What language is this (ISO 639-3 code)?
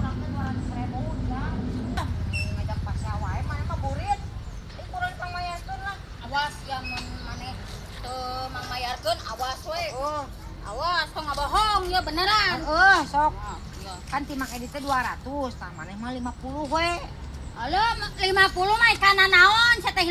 sun